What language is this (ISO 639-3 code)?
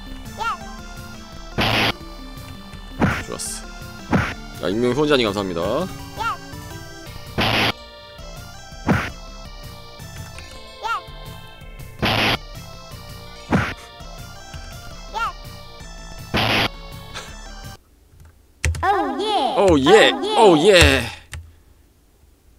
kor